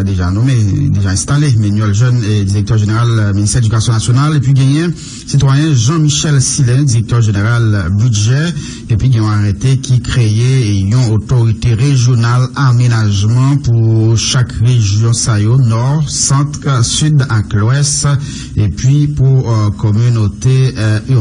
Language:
Haitian Creole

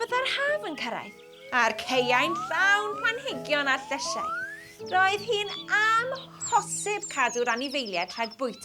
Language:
Welsh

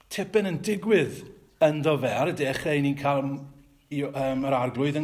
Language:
Welsh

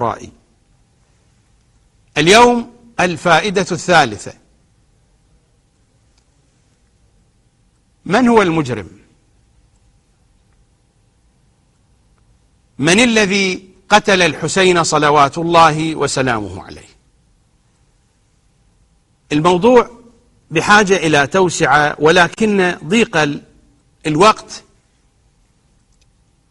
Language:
Arabic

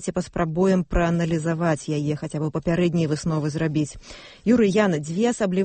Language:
Belarusian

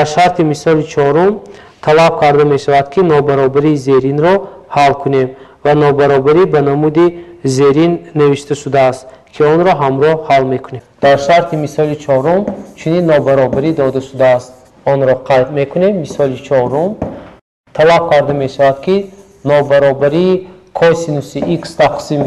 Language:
Tajik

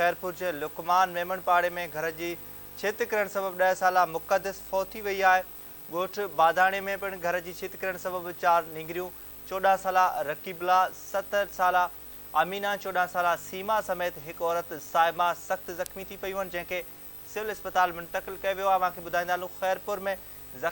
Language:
Sindhi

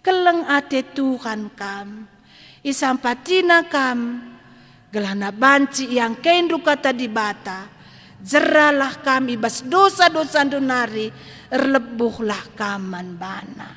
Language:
Batak Karo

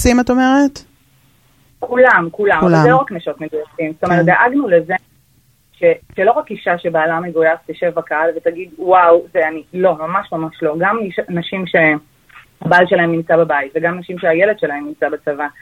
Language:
Hebrew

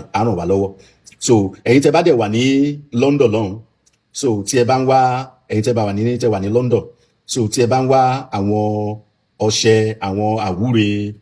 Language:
Yoruba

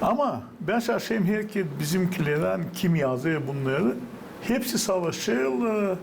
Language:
Gagauz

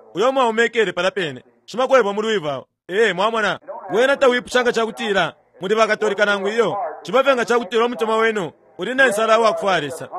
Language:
Bemba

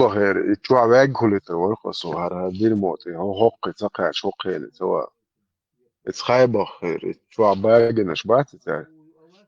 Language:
Chechen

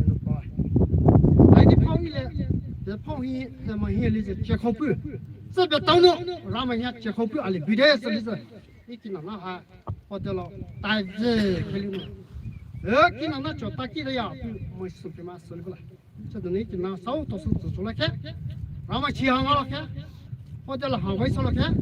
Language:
Poumei Naga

